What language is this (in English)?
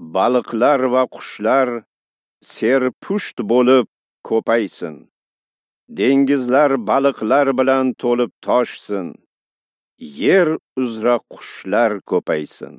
Uzbek